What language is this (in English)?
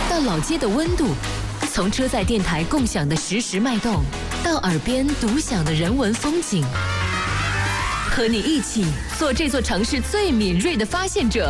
Chinese